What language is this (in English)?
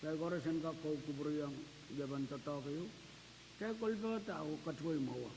Pohnpeian